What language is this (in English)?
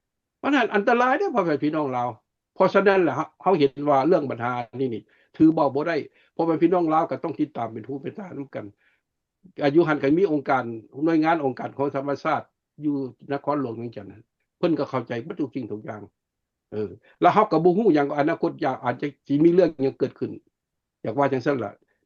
Lao